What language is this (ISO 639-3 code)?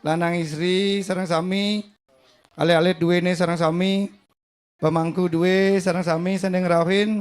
ban